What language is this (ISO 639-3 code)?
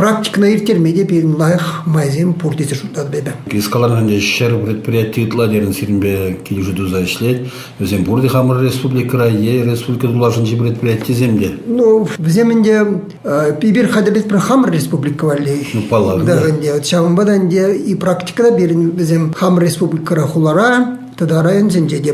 chv